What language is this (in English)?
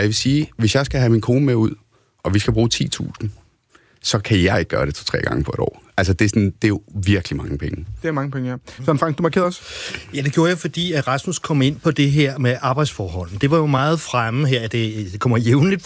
Danish